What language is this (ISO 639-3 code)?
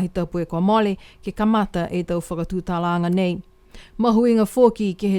niu